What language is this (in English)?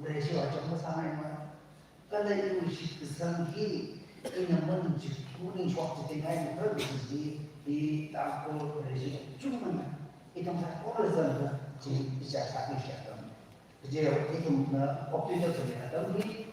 Tangkhul Naga (India)